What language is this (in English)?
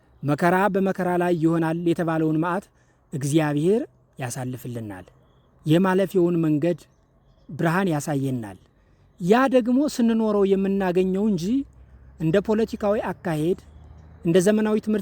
Amharic